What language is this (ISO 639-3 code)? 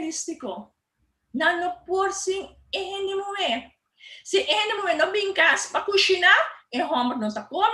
pap